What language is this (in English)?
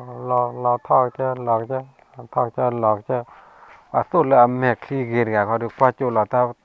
S'gaw Karen